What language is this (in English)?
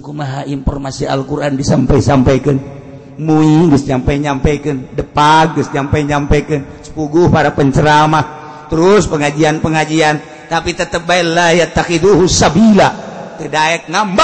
Sundanese